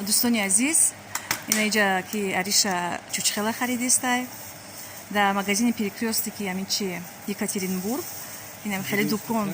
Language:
Tajik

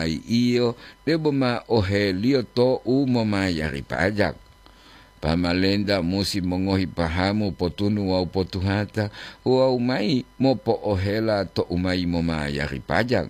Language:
Gorontalo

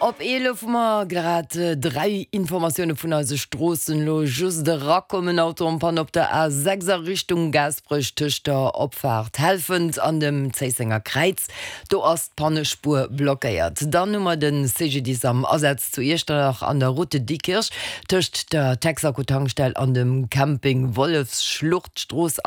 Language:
Luxembourgish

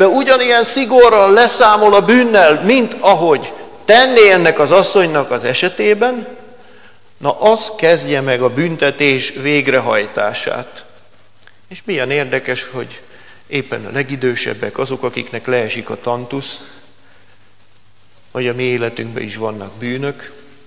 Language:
Hungarian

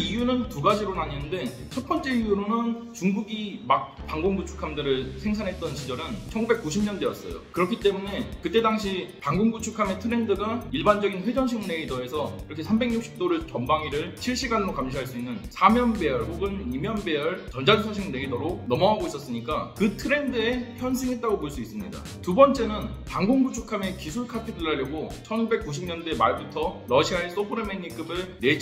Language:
Korean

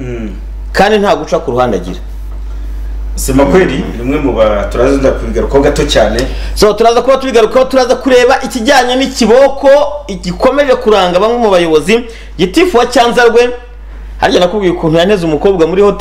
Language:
Kinyarwanda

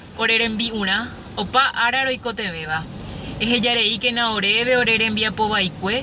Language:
Guarani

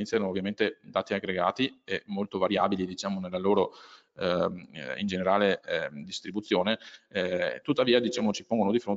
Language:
Italian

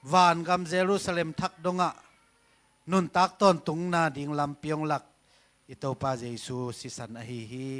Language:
Tedim Chin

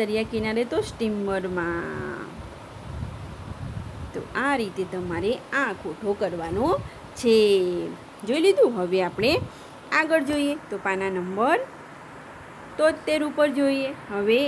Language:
Gujarati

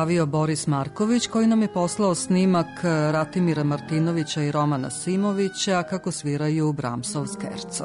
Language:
Serbian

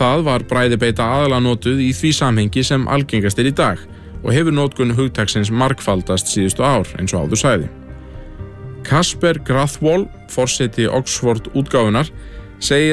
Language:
Icelandic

